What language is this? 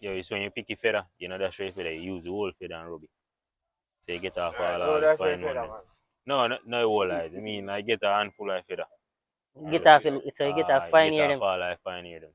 Jamaican Creole English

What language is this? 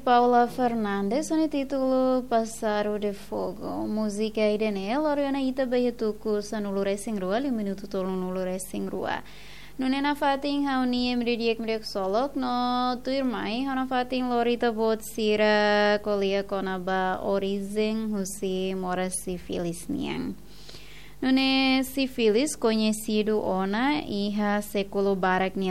Tetum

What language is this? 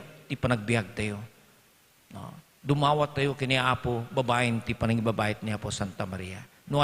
Iloko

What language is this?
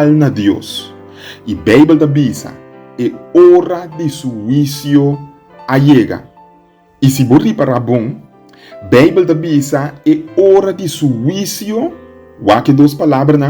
Papiamento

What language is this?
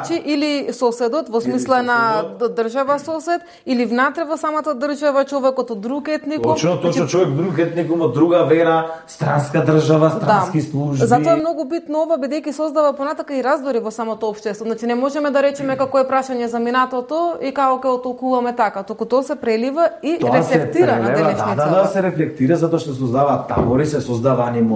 Macedonian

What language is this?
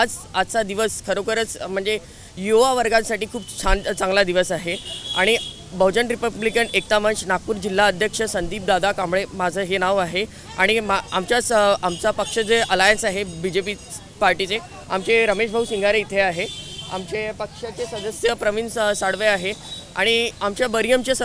Marathi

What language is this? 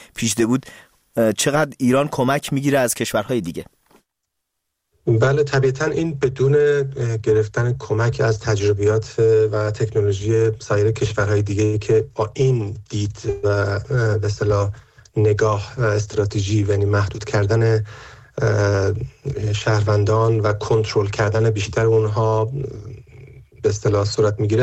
Persian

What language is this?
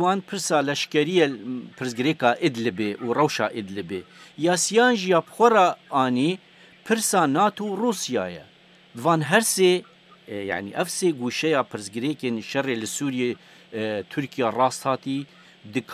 Kurdish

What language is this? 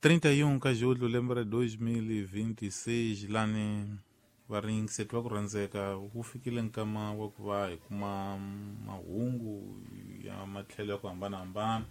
Tsonga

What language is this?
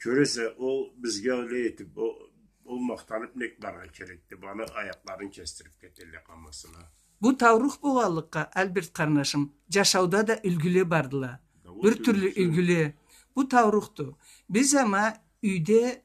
Karachay-Balkar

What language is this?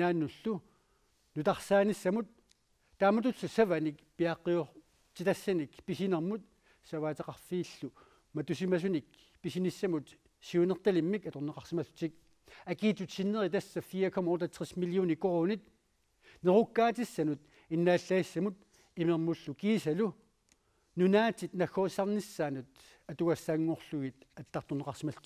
Kalaallisut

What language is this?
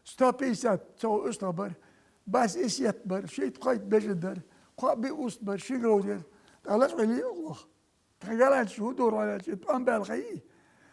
Chechen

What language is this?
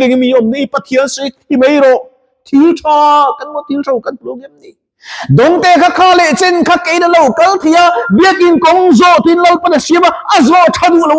Mizo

